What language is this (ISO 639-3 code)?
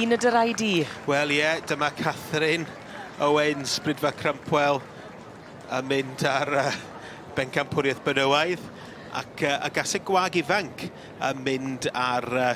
cym